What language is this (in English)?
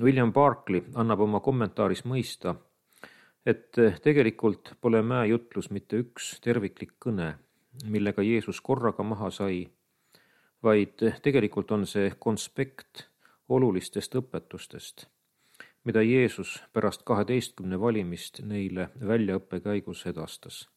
Estonian